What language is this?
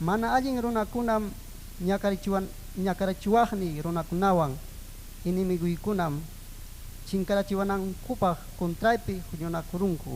Ayacucho Quechua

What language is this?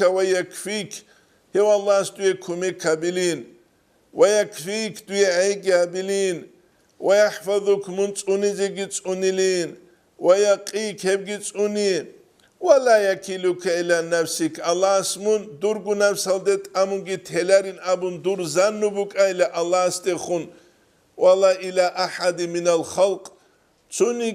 Avaric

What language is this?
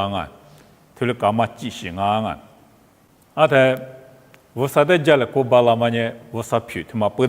Lisu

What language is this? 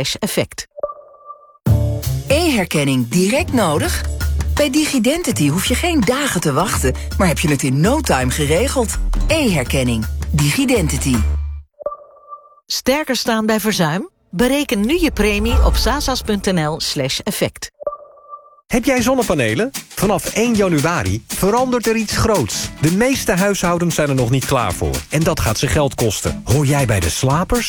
Dutch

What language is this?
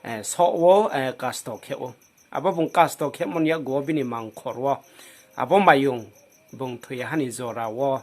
Riang (India)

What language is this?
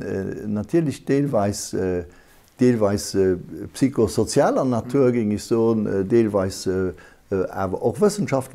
Luxembourgish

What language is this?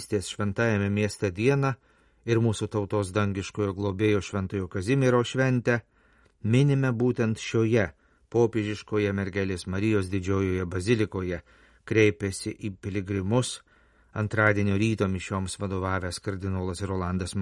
Lithuanian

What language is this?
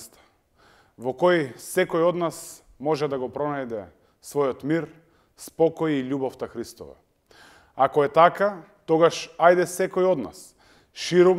Macedonian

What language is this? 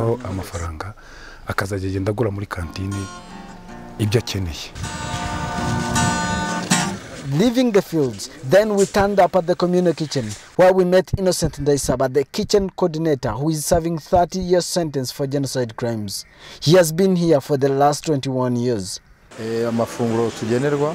Kinyarwanda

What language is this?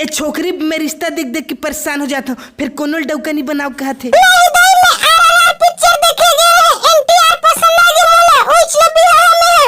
Chhattisgarhi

